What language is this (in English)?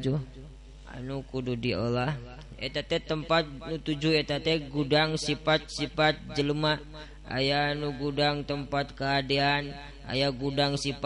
Sundanese